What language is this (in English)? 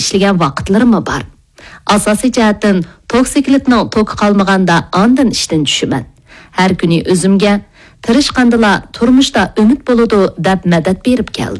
Uyghur